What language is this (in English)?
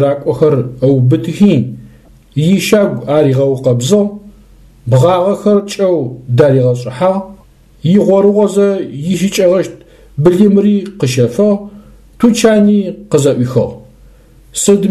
Adyghe